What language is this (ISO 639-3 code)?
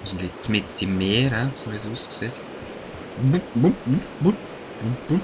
gsw